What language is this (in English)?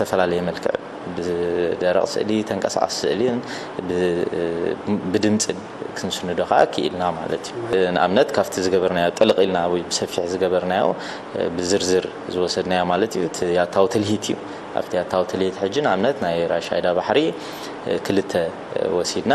Tigrinya